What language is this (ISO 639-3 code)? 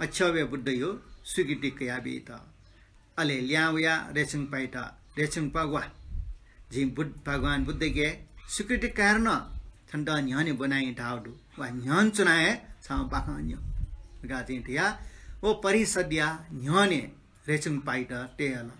new